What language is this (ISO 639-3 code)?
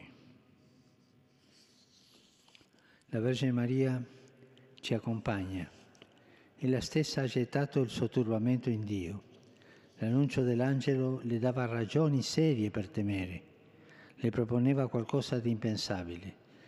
ita